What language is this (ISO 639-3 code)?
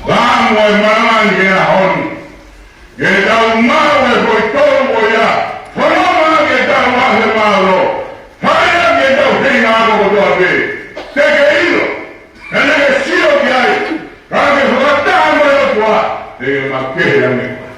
ton